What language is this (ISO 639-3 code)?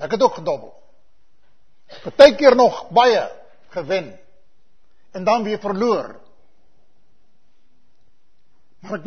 afr